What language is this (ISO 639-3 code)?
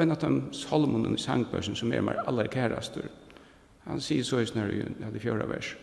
fao